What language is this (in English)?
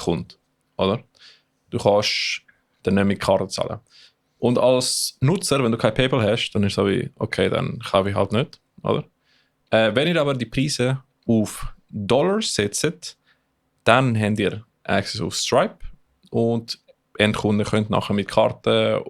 Swiss German